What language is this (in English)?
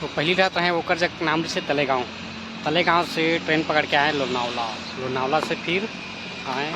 Chhattisgarhi